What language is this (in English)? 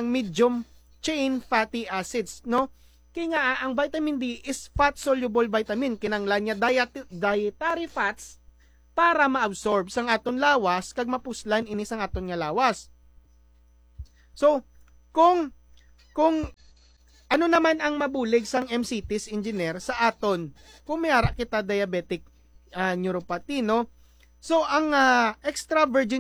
Hiligaynon